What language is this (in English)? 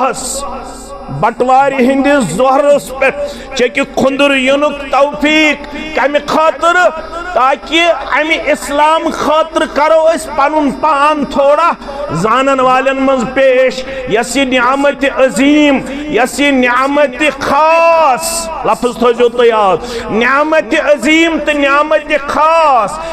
Kashmiri